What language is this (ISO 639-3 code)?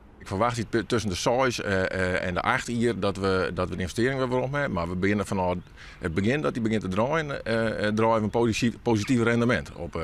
fry